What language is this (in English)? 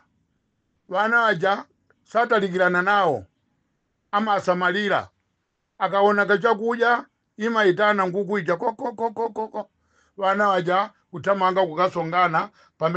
Nyanja